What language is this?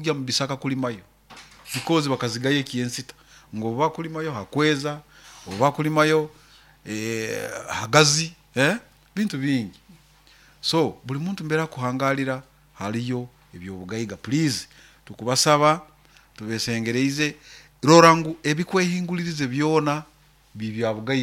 Nyoro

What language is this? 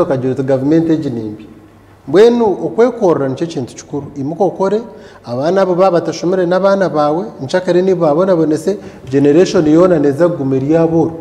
Nyankole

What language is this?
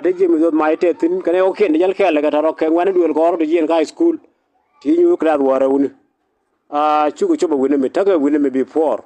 Nuer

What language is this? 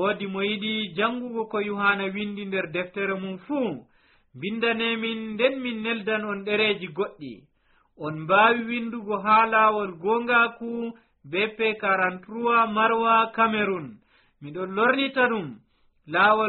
Nigerian Fulfulde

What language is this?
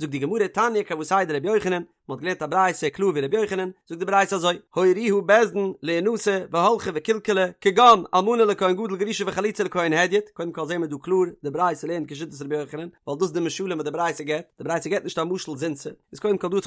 Yiddish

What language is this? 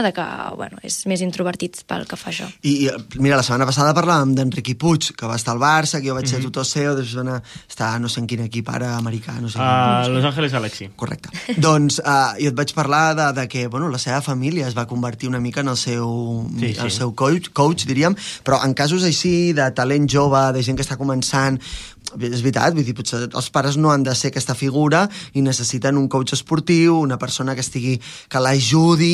Catalan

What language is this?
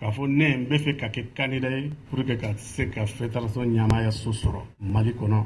Bambara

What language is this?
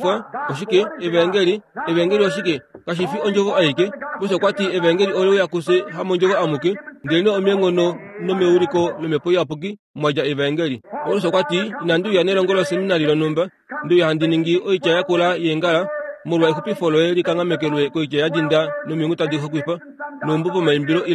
Kuanyama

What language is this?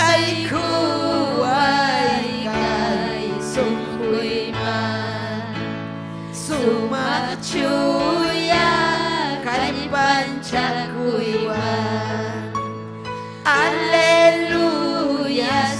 Ayacucho Quechua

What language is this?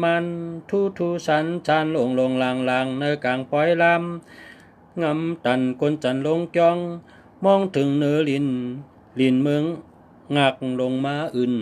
Shan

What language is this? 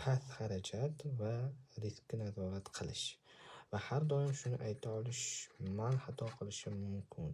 Uzbek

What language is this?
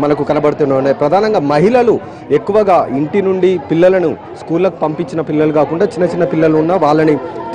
Telugu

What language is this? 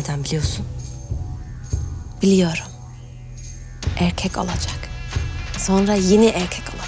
Turkish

